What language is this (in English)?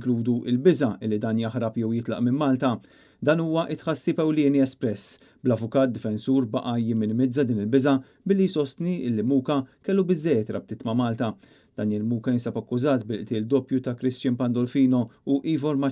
Maltese